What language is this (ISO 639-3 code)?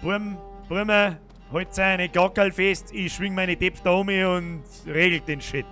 bar